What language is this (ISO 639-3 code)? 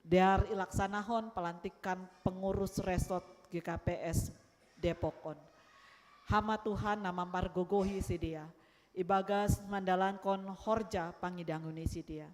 bts